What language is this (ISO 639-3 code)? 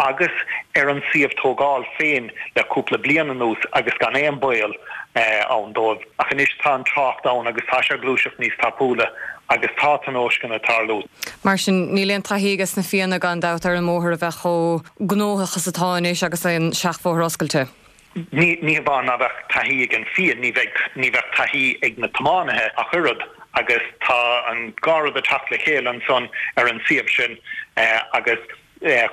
gle